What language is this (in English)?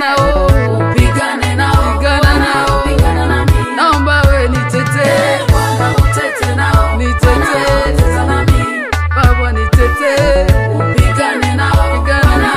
Swahili